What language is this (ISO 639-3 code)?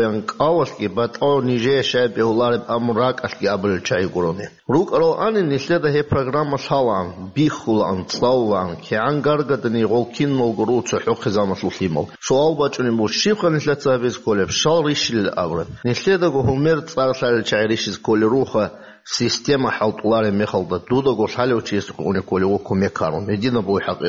ava